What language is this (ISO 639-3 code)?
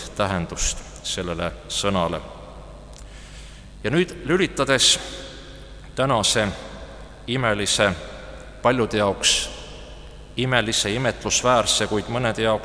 est